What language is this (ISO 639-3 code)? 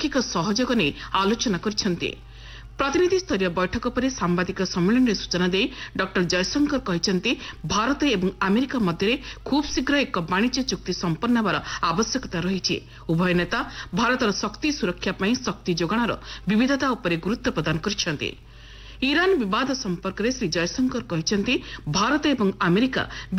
ori